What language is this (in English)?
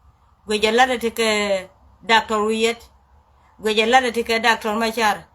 Nuer